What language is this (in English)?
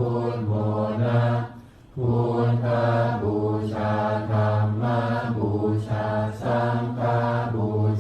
Pali